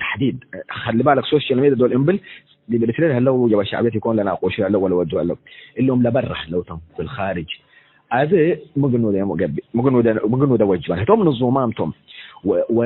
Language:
Tigre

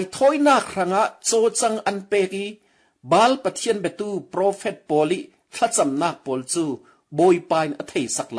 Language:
Falam Chin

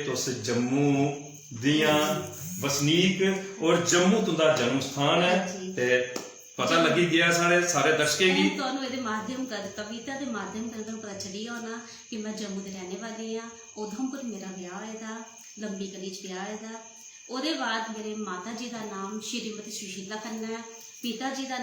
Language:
Dogri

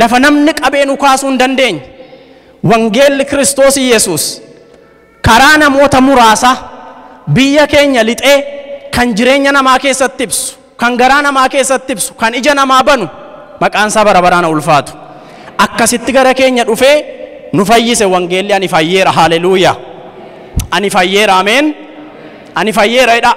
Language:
Oromo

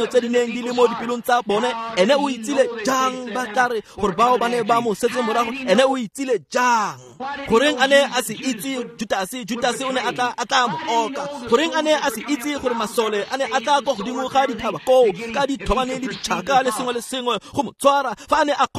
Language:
Tswana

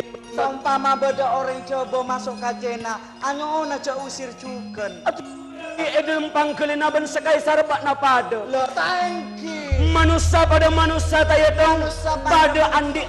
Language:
Madurese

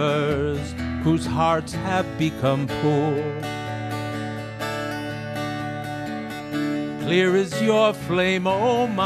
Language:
English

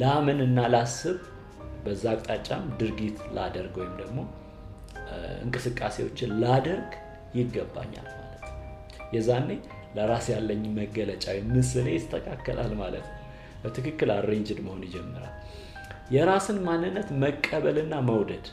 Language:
Amharic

